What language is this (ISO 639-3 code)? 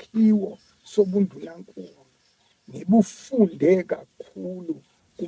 zul